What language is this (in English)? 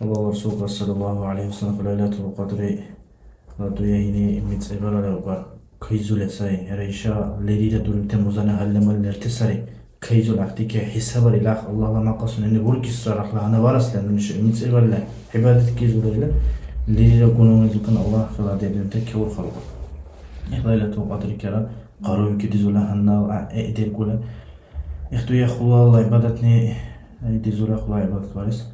Dargwa